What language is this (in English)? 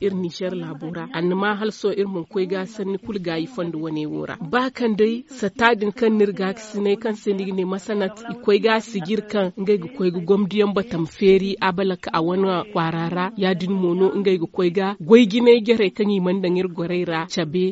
Zarma